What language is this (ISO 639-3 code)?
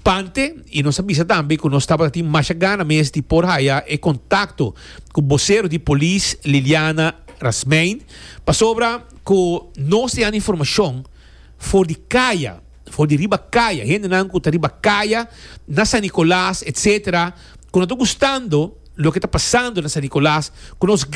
pap